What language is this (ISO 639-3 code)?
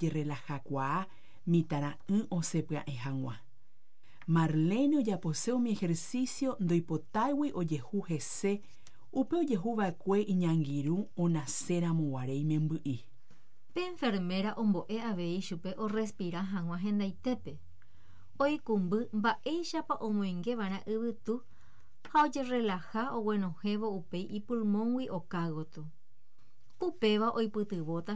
grn